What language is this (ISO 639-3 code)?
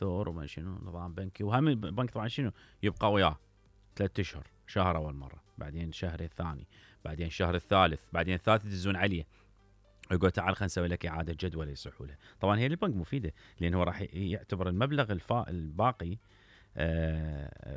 acm